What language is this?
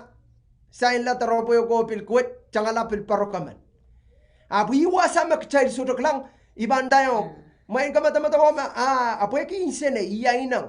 Pohnpeian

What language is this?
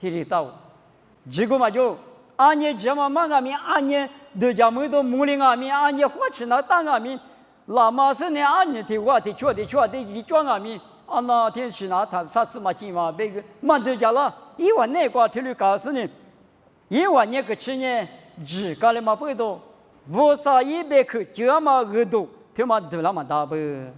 Lisu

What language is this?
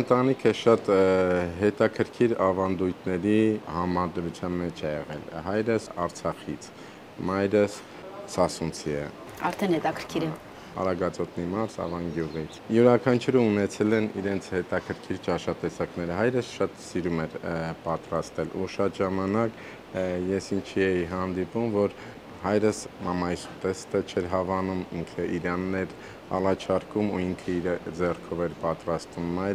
Armenian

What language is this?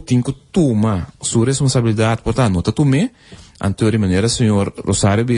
Papiamento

